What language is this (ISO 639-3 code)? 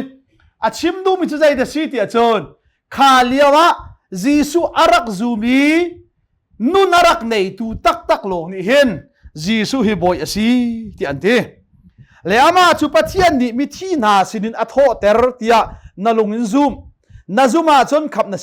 cnh